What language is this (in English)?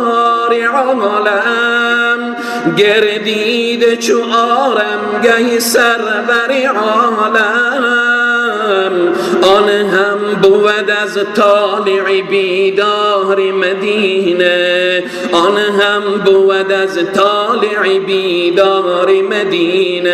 Persian